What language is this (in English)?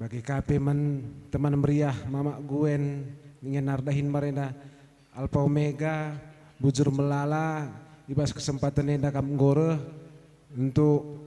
Batak Karo